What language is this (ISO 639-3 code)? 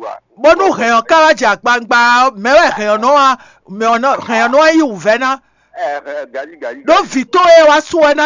fon